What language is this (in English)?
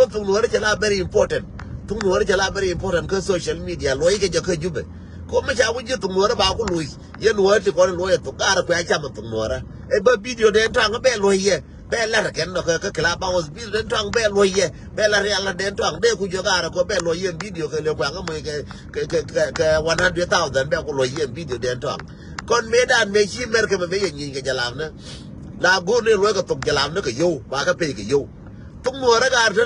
Nuer